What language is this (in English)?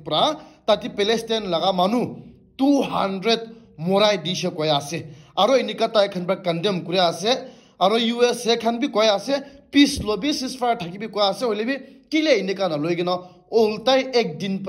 Naga Pidgin